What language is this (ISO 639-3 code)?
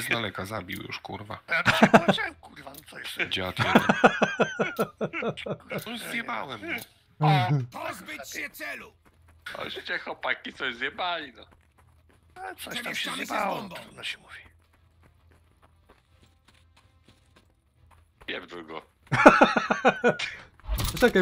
pol